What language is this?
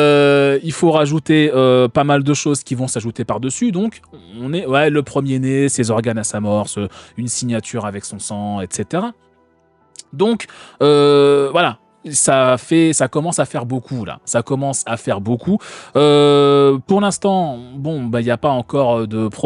French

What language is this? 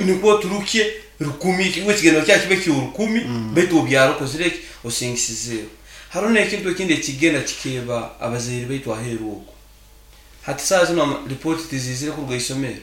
Nyankole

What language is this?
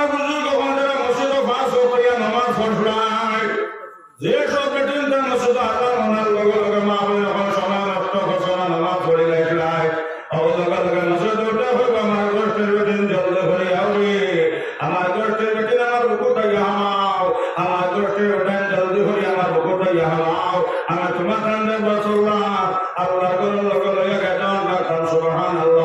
Sylheti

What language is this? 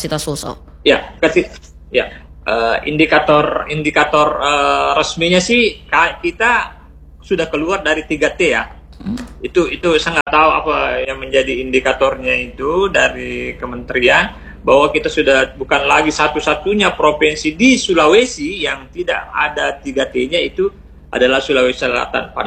Indonesian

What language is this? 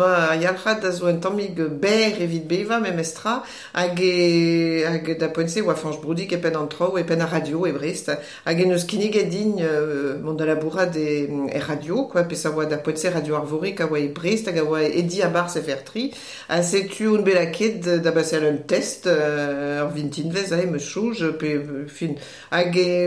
Breton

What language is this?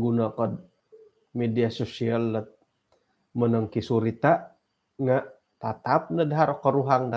Central Dusun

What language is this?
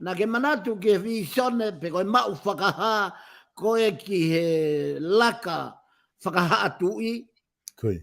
Tongan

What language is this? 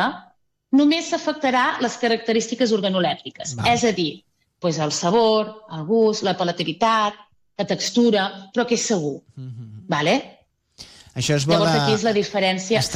Catalan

